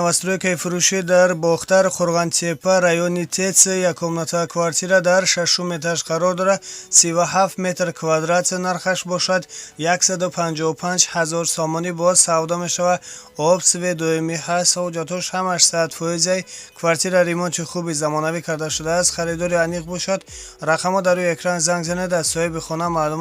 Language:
Tajik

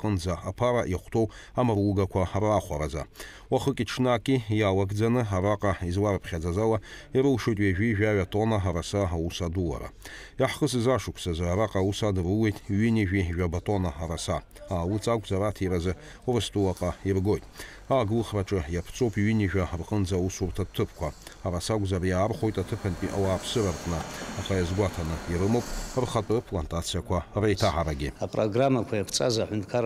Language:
Abkhazian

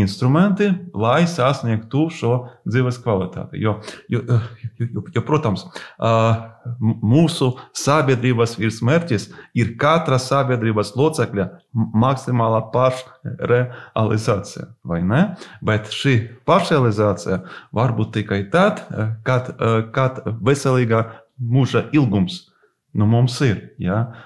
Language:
Latvian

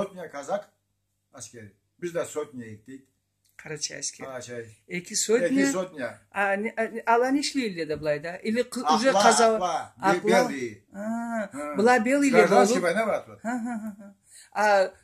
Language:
Karachay-Balkar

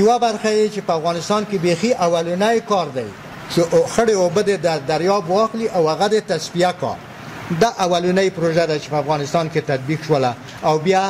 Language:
Pashto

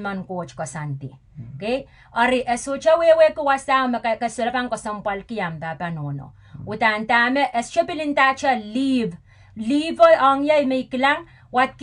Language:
Pohnpeian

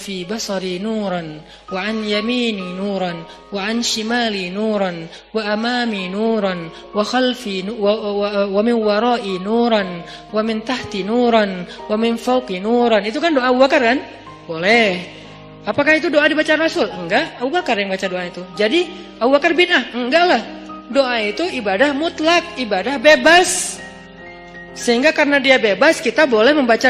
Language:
Indonesian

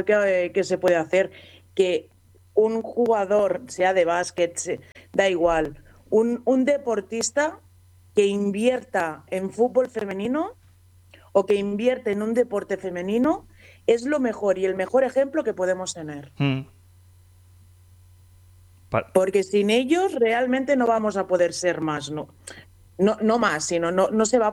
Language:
Spanish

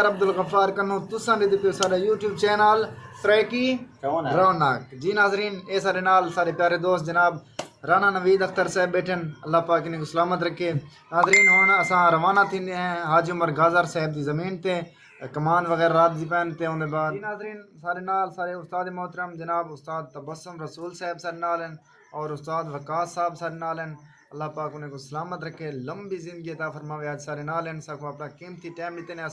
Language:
Saraiki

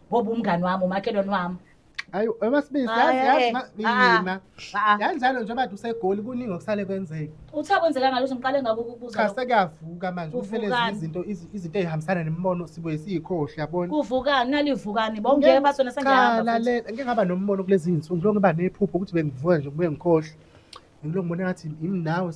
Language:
Zulu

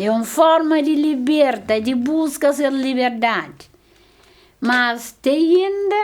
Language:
Kabuverdianu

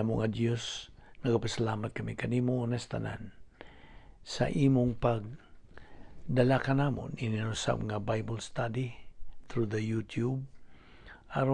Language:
Cebuano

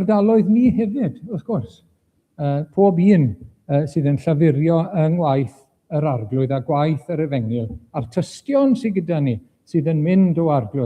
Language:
Welsh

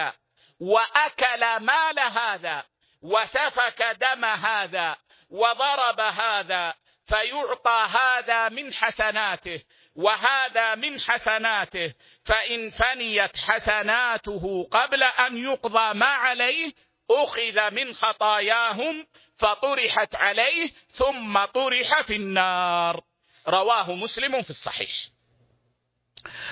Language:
Arabic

